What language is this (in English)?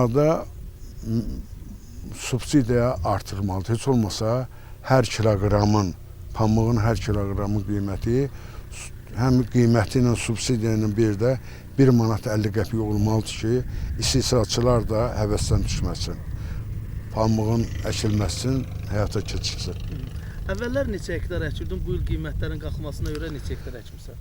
Azerbaijani